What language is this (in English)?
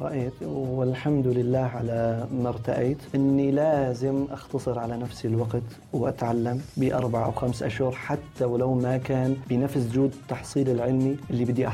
North Levantine Arabic